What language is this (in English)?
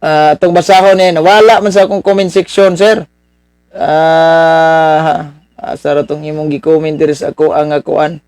Cebuano